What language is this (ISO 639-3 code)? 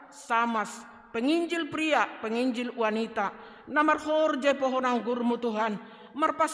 bts